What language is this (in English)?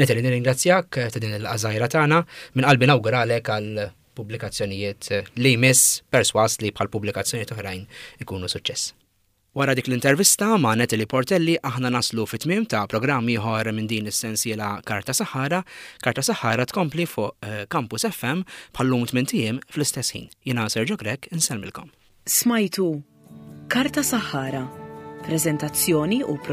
Maltese